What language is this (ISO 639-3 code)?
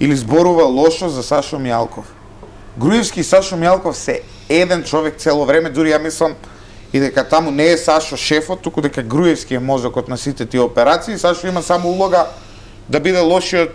mkd